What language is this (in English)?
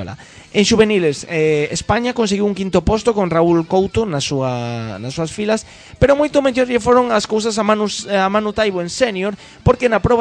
Galician